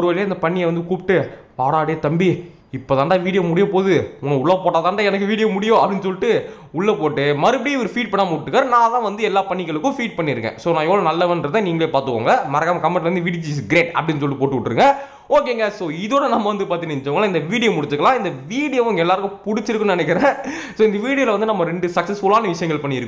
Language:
Tamil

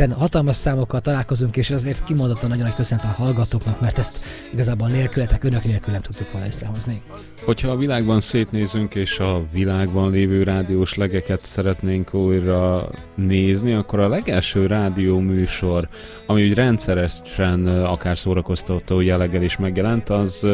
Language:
Hungarian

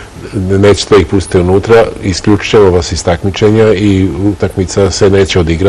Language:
Serbian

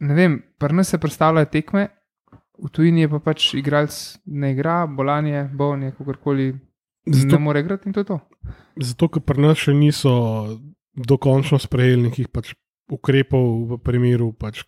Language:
Slovenian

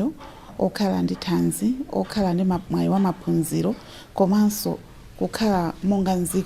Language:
Nyanja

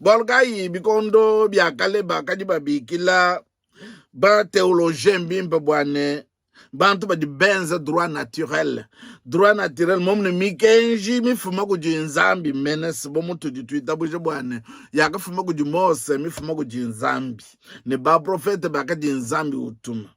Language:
Luba-Lulua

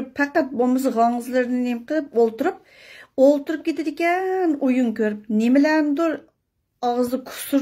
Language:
Uyghur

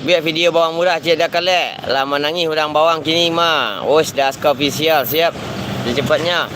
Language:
Minangkabau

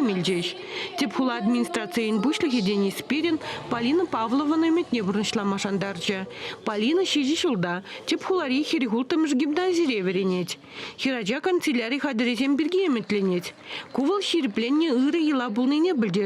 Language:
Chuvash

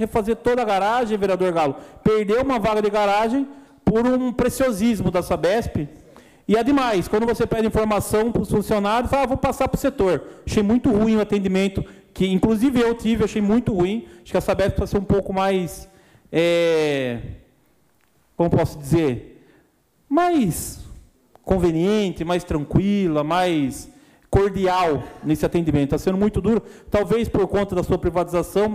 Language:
Portuguese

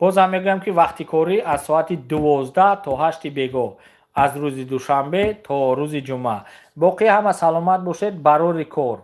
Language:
Tajik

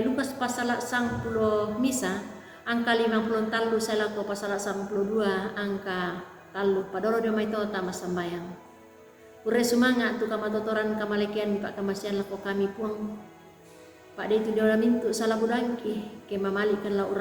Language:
Toraja-Sa'dan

